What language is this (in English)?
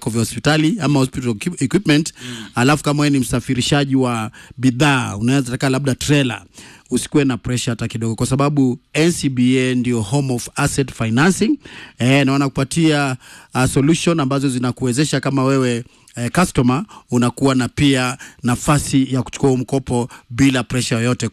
Swahili